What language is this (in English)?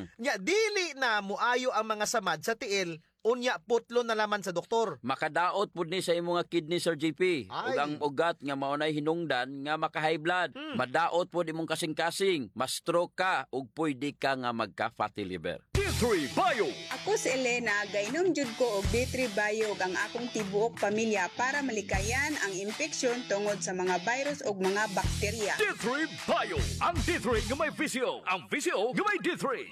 Cebuano